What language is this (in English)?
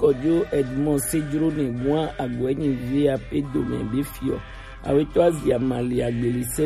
Gen